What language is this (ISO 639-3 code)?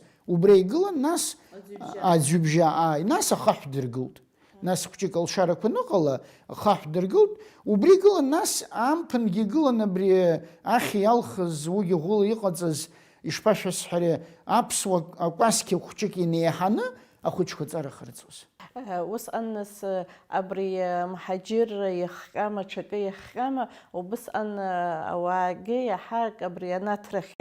abk